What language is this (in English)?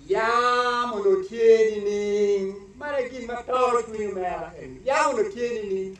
Acoli